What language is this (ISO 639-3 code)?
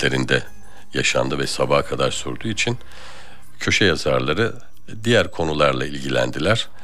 tur